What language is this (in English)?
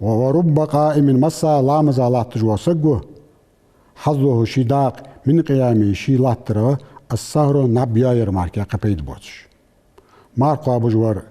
Ingush